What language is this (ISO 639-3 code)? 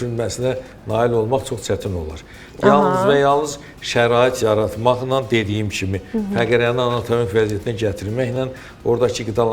aze